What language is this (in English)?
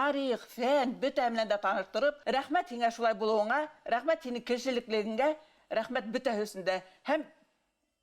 Bashkir